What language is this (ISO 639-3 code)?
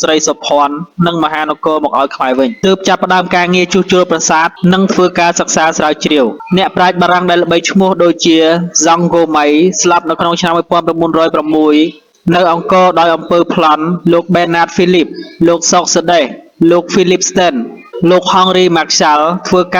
khm